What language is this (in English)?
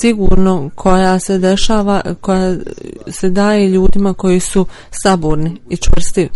Bosnian